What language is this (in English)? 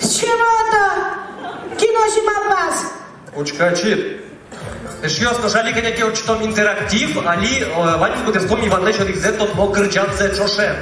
Udmurt